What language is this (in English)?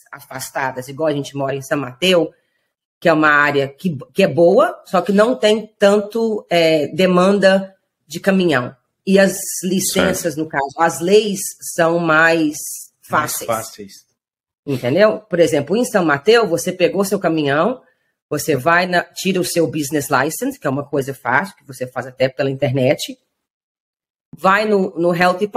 Portuguese